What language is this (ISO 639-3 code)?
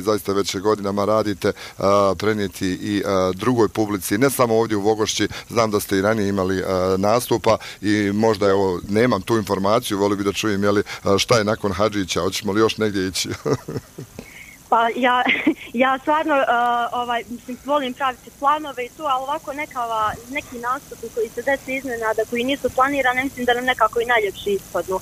bos